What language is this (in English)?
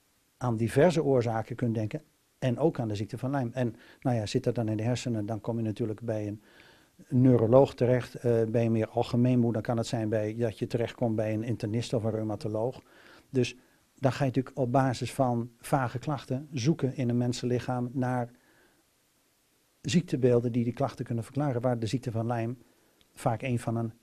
Dutch